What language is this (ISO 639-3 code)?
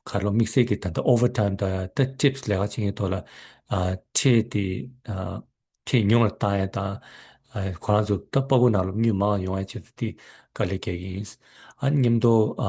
bod